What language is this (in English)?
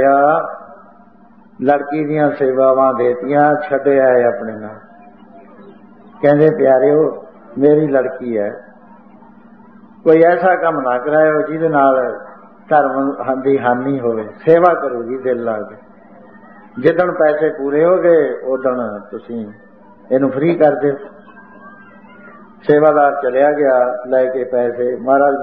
Punjabi